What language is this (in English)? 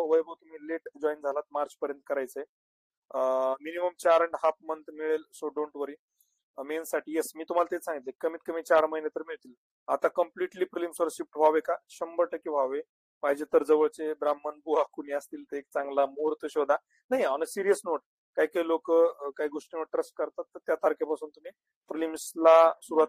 Marathi